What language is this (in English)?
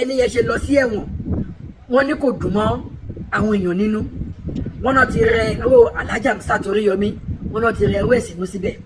Yoruba